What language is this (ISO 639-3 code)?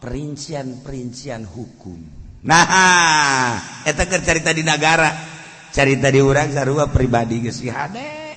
sun